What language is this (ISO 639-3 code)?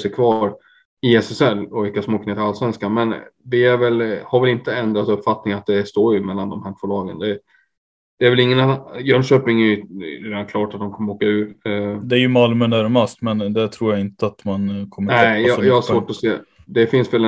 swe